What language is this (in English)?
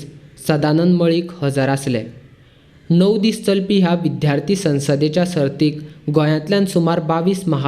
Konkani